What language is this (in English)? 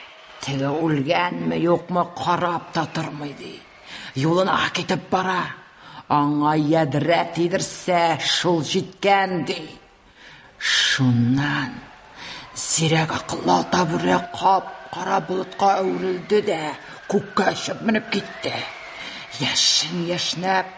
Tatar